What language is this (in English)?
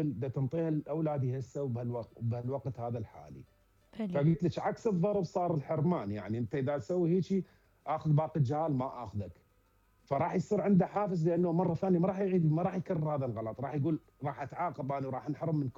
Mesopotamian Arabic